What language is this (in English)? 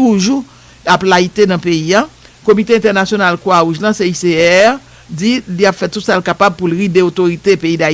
Haitian Creole